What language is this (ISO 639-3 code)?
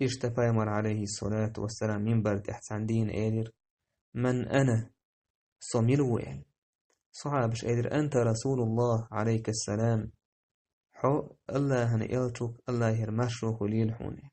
che